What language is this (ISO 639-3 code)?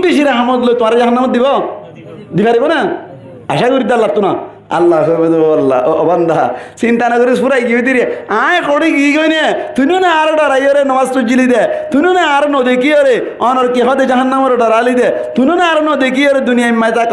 rhg